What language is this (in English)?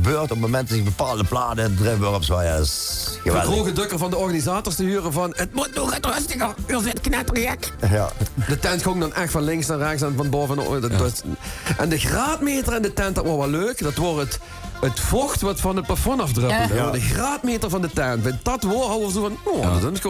Limburgish